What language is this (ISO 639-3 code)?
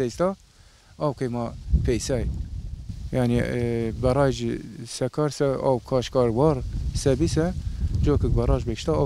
zza